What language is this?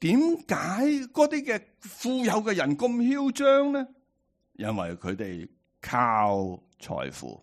Cantonese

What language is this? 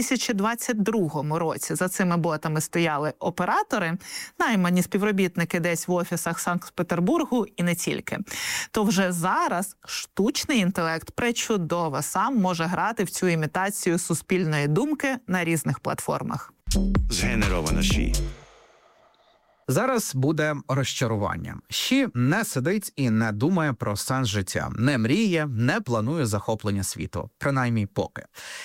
Ukrainian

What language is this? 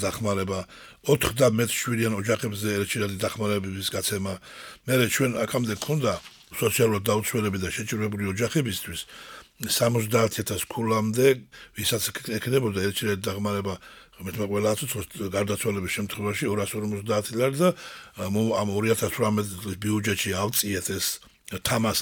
Georgian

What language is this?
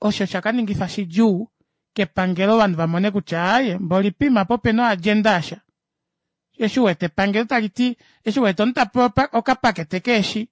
Kuanyama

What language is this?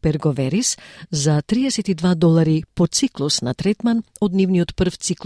Macedonian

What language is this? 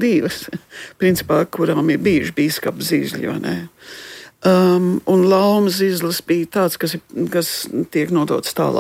Latvian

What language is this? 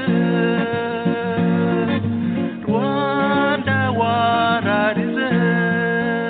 Kinyarwanda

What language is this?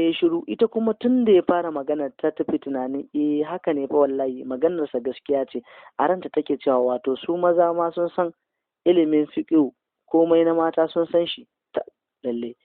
Hausa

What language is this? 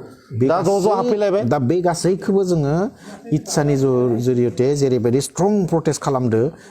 Bodo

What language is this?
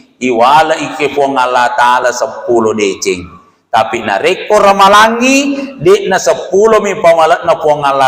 Buginese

